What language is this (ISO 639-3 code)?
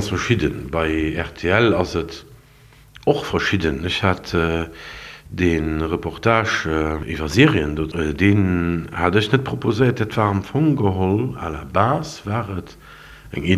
ltz